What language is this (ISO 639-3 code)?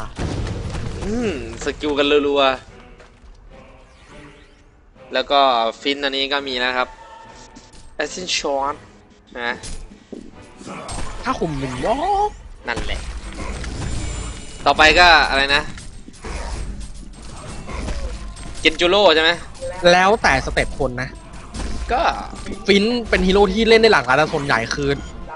tha